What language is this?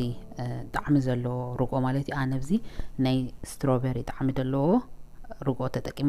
Tigrinya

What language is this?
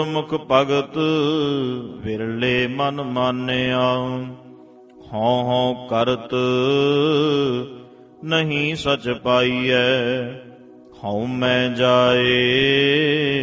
Punjabi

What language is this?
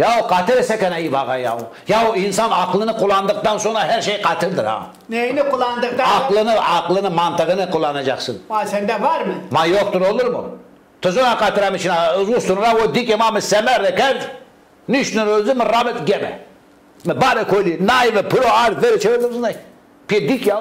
Zaza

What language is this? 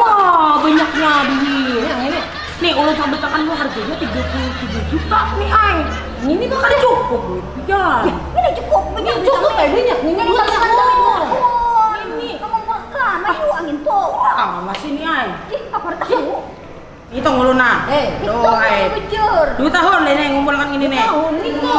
Banjar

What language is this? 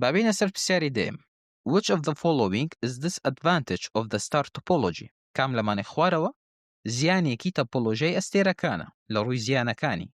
Central Kurdish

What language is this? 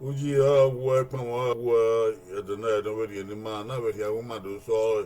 Bini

